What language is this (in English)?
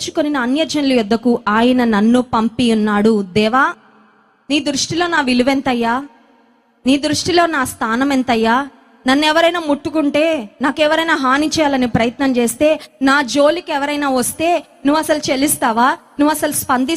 Telugu